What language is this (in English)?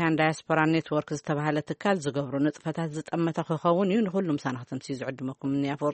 Tigrinya